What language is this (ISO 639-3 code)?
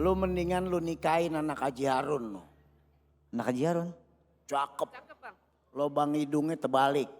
bew